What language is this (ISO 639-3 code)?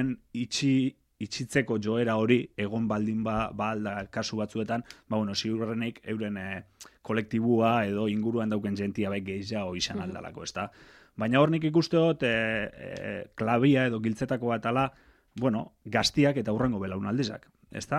eus